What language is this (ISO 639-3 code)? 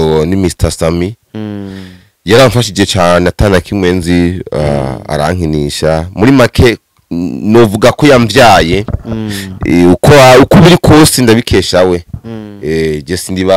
run